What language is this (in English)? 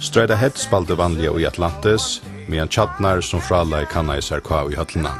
Faroese